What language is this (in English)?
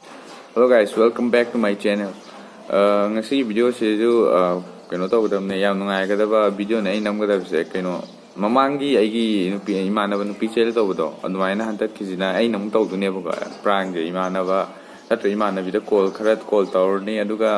Manipuri